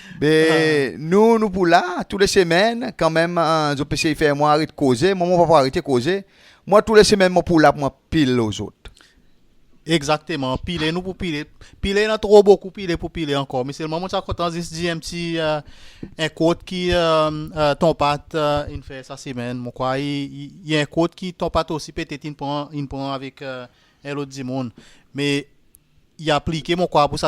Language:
Seselwa Creole French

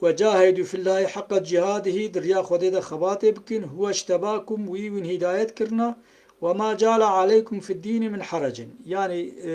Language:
Kurdish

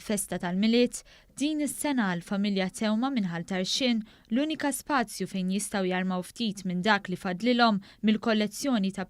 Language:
Maltese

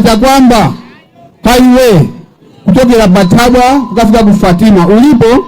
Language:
Nyanja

